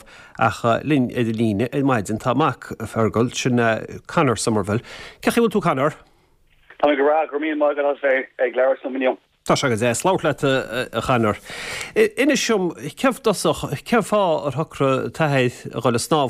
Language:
Irish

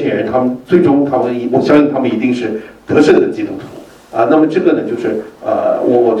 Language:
Chinese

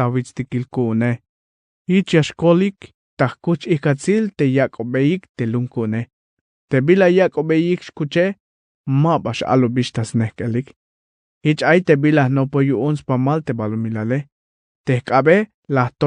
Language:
Tzeltal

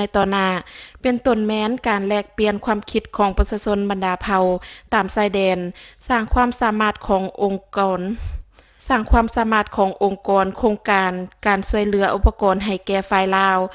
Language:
Lao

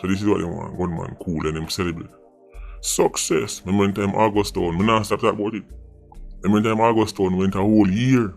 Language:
Jamaican Creole English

